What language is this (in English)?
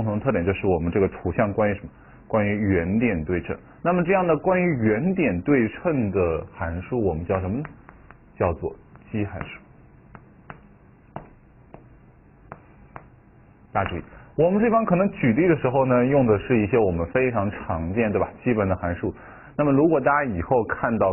Chinese